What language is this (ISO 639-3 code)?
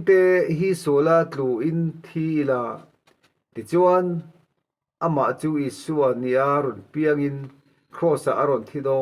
lus